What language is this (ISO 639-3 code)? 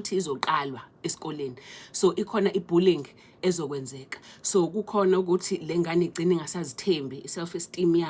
zul